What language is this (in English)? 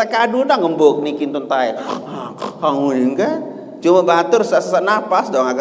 Sasak